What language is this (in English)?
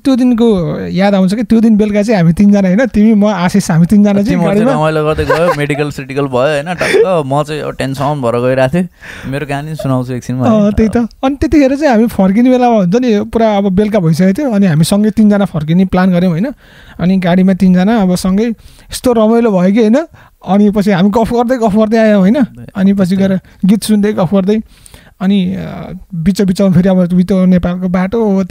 Nepali